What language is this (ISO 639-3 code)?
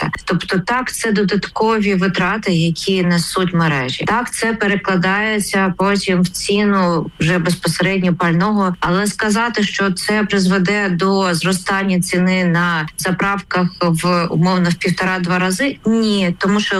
ukr